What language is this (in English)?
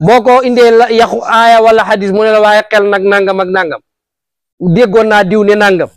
Wolof